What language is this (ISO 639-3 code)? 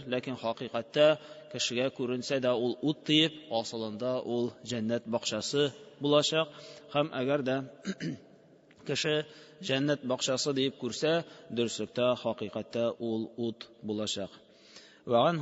tat